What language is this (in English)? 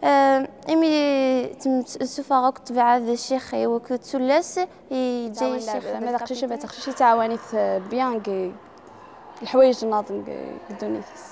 Kabyle